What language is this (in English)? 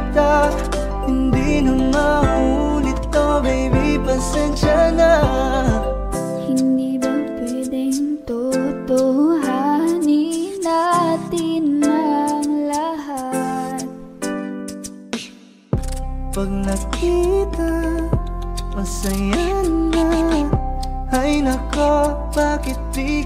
Filipino